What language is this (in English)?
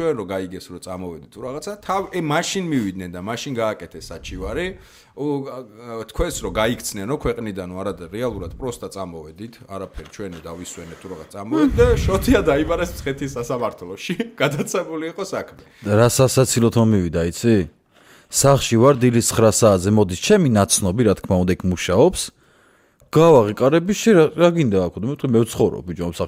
Georgian